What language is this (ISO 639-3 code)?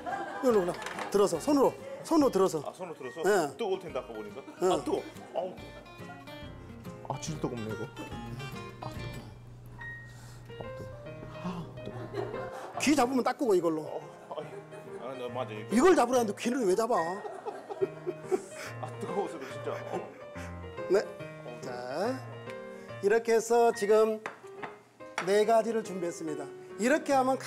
kor